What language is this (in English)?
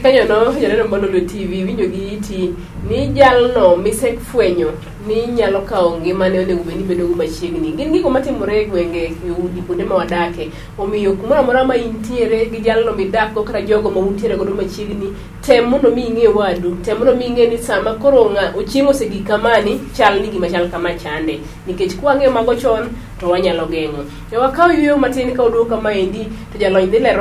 Luo (Kenya and Tanzania)